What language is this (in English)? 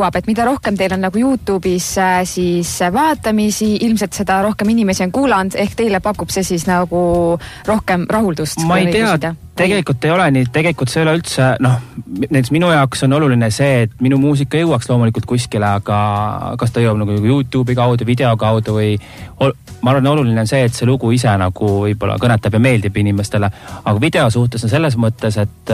Estonian